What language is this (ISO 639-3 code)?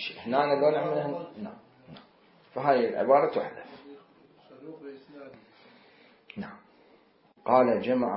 ara